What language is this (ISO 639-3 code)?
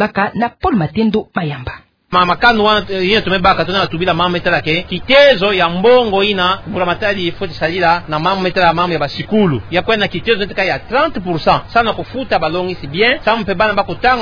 ktu